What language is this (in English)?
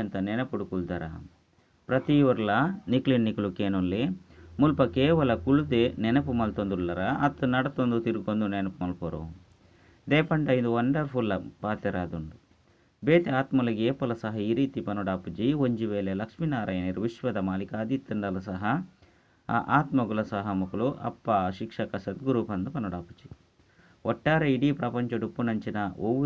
Tulu